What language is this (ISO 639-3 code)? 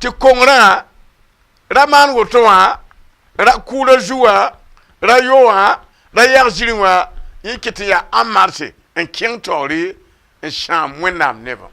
mos